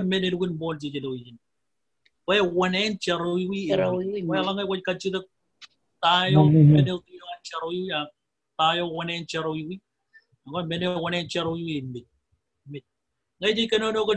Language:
Marshallese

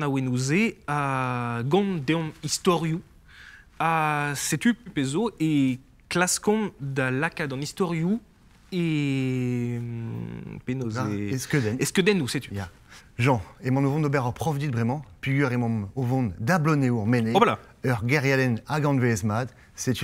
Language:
Breton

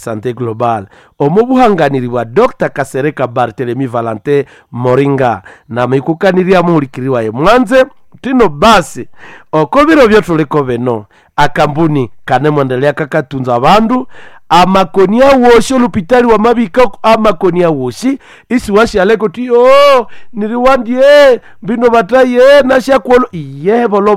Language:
Nande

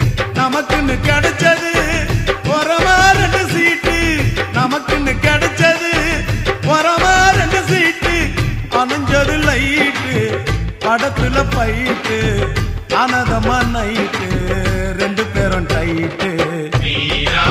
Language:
Tamil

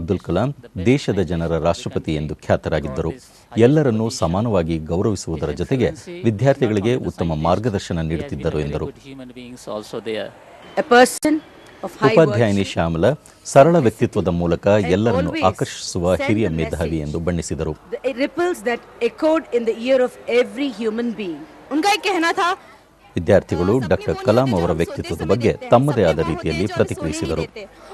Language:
Kannada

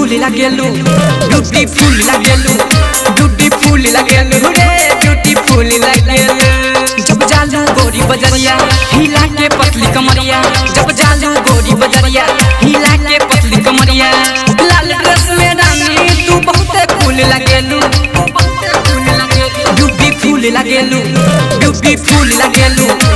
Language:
Bhojpuri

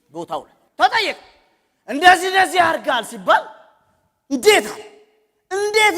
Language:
Amharic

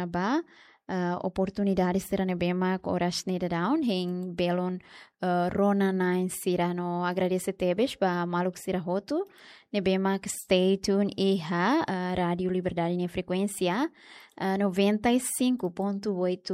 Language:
Tetum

